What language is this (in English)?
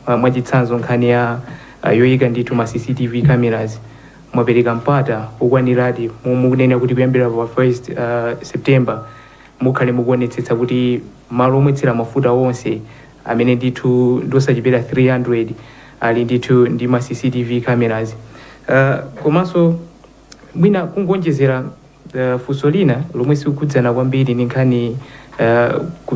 Nyanja